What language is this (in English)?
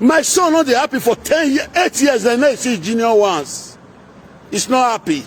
Nigerian Pidgin